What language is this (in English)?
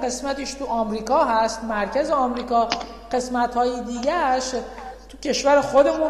Persian